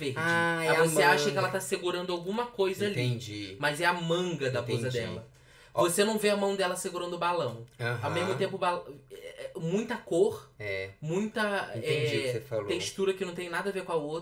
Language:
Portuguese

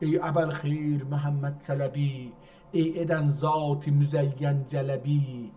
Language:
South Azerbaijani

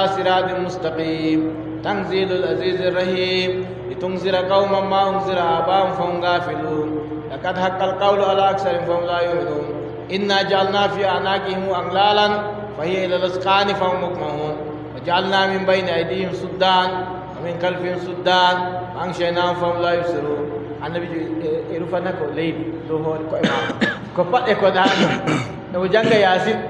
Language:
Adamawa Fulfulde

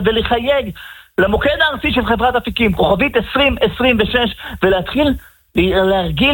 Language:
Hebrew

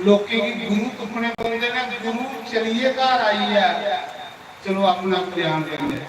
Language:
Dogri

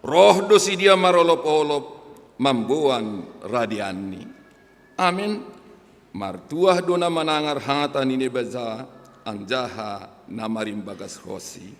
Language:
Batak Simalungun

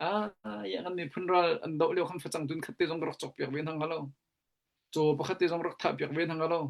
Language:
Hakha Chin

